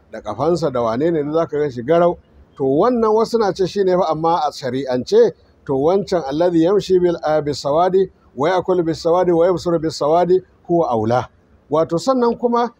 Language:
Hausa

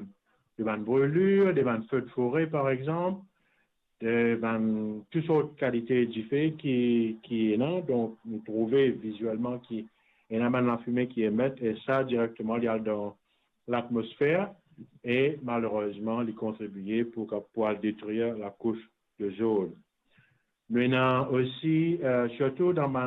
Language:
Morisyen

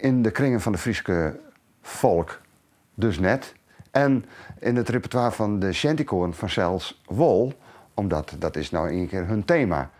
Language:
Western Frisian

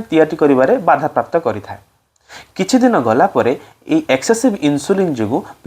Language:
Odia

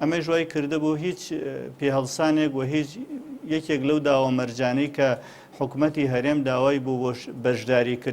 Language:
Central Kurdish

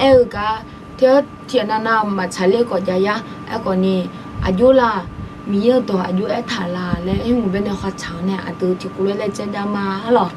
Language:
Akha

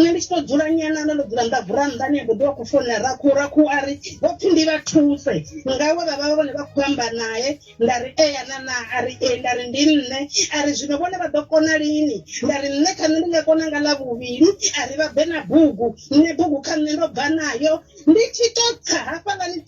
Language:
Venda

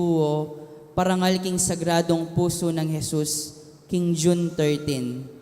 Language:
Pampanga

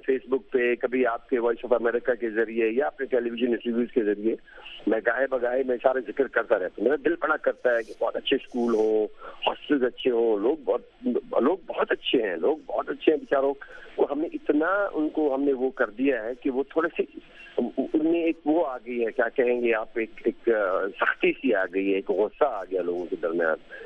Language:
Urdu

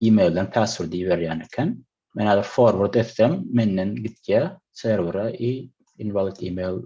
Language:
Turkmen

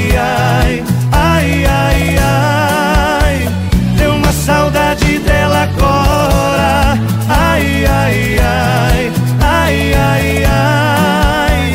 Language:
Portuguese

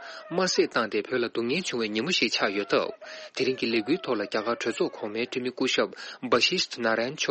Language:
Tibetan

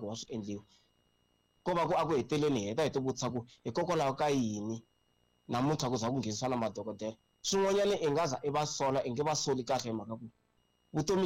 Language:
Tsonga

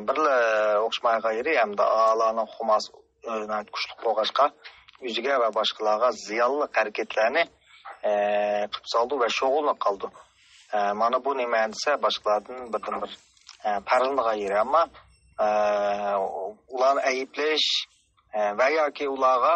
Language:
Uyghur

